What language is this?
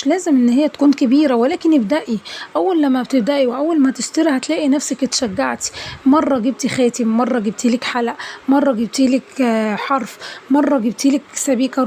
Egyptian Arabic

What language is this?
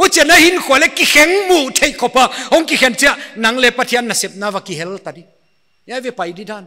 Paite Chin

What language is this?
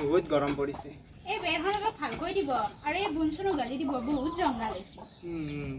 Assamese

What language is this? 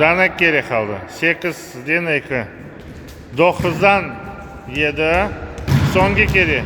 Crimean Tatar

